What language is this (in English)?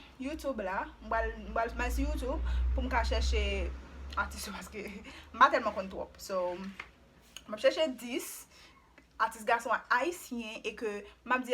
Haitian Creole